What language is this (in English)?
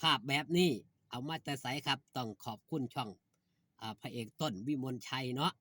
Northeastern Thai